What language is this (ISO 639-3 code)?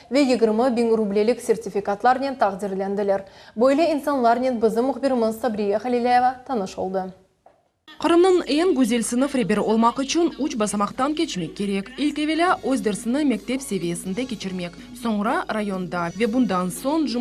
crh